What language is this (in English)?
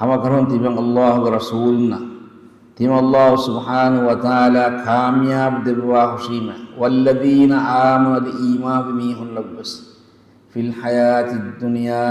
Divehi